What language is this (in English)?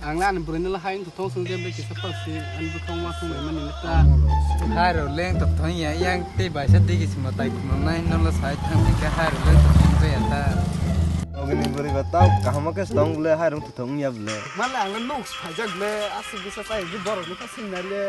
Kok Borok